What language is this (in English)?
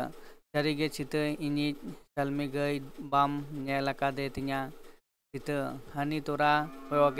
Santali